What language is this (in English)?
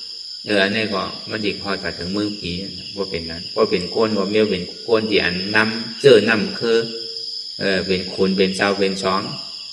Shan